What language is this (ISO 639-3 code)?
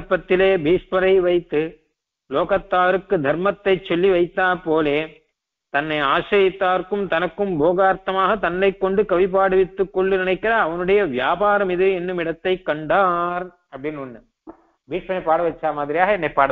tam